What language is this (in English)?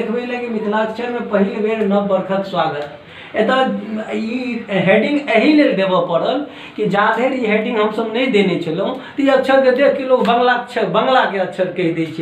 Maithili